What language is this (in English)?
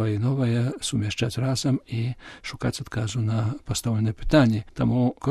Belarusian